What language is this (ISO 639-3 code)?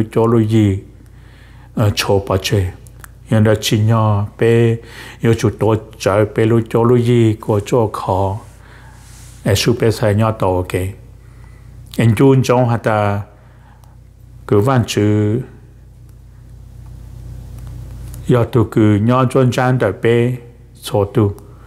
vie